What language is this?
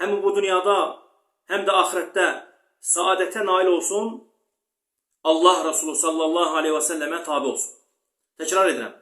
Azerbaijani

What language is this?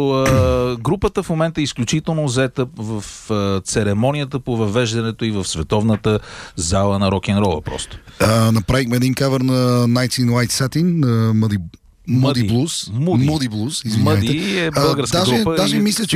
Bulgarian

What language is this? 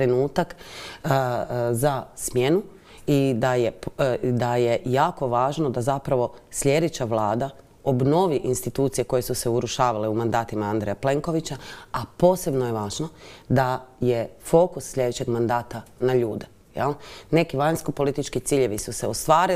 Croatian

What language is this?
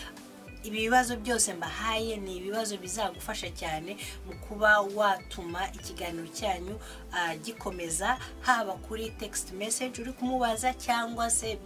Kinyarwanda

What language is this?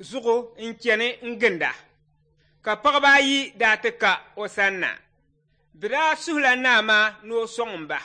Dagbani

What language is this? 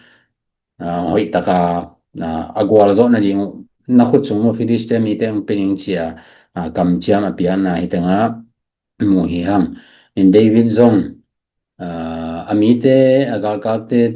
Tedim Chin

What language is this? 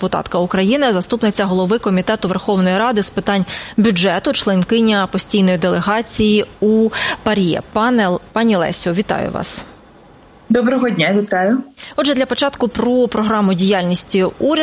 Ukrainian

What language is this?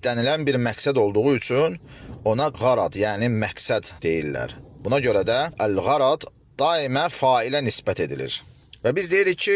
Azerbaijani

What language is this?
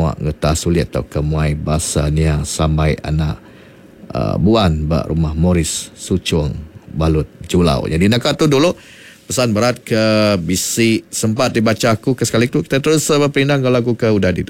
Iban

